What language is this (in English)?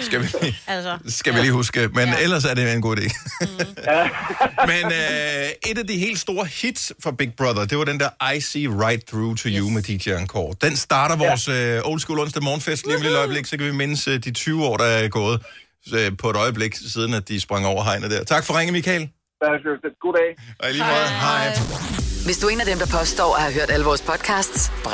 Danish